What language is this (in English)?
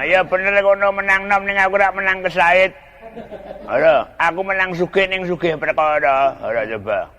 Javanese